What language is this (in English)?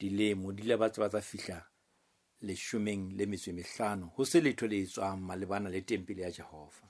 Southern Sotho